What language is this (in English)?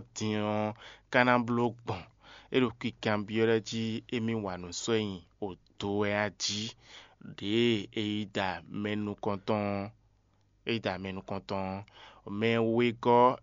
Fon